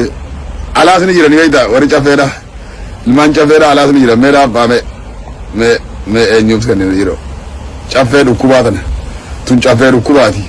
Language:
Oromo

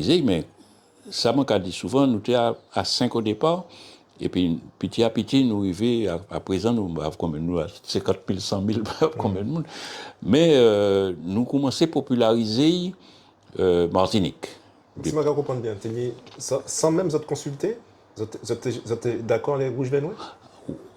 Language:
Guadeloupean Creole French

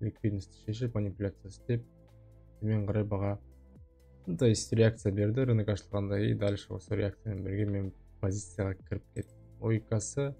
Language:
Kazakh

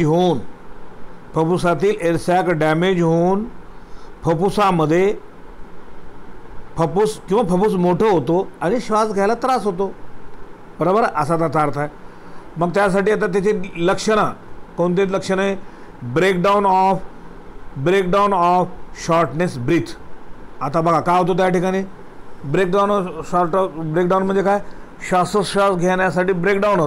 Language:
Marathi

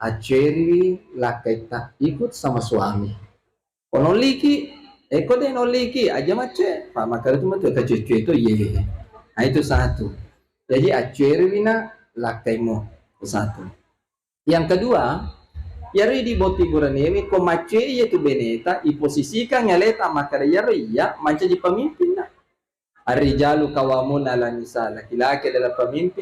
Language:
Buginese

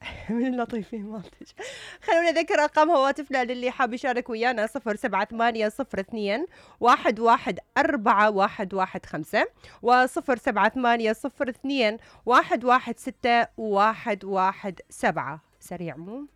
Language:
Mesopotamian Arabic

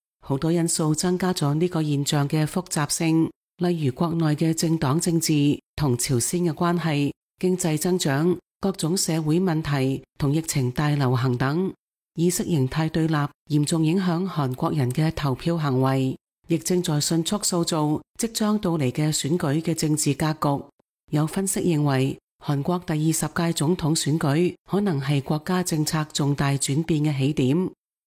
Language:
Cantonese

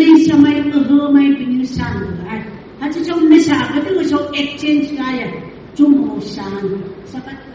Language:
Phom Naga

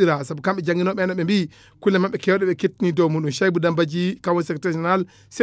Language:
Fula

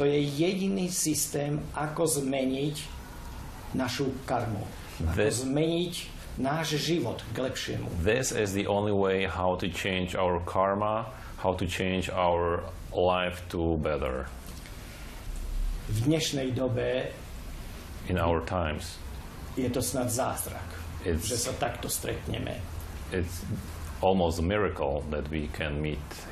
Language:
Slovak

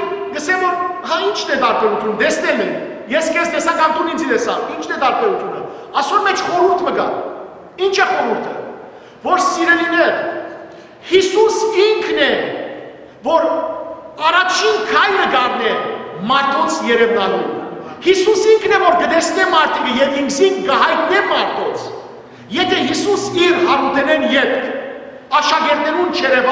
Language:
Western Armenian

